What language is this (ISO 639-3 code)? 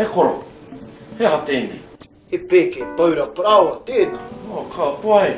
mri